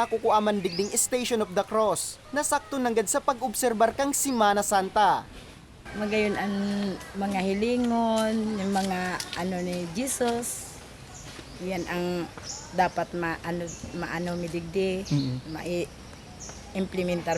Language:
Bikol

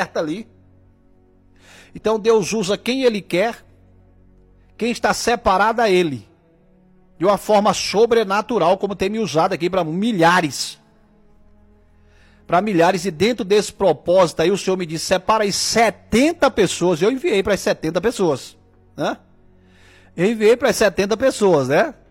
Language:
Portuguese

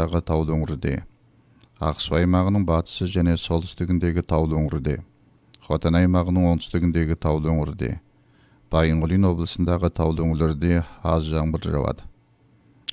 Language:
Kazakh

